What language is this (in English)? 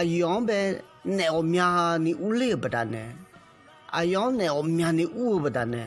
Akha